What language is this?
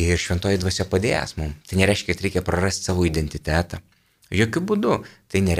Lithuanian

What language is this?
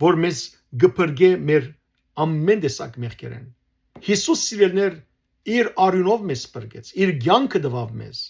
Western Armenian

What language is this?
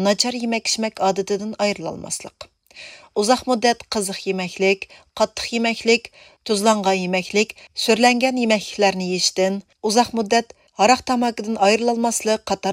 Uyghur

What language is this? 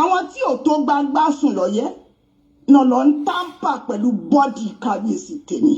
Yoruba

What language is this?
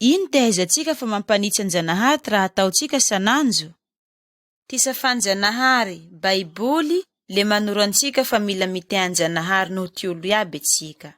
Malagasy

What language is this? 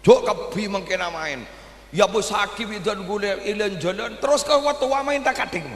Madurese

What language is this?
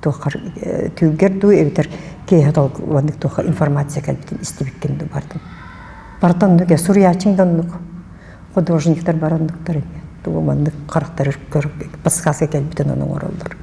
Yakut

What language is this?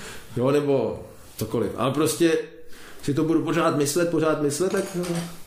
Czech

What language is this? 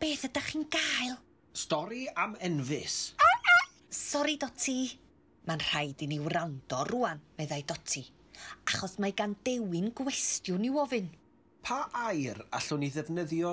Welsh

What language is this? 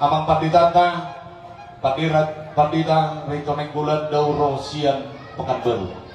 Batak Toba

